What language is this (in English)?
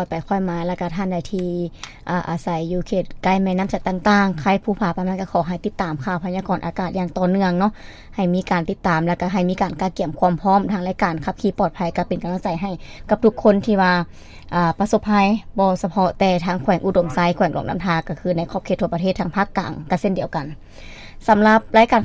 Lao